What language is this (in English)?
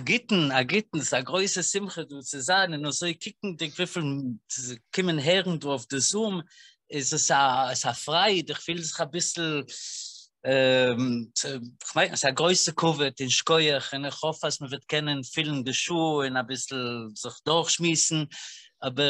Yiddish